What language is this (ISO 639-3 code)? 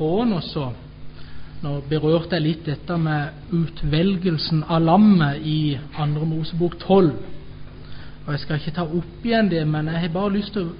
nor